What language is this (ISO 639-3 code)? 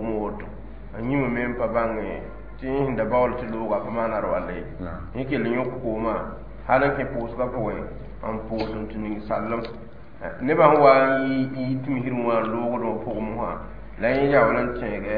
mos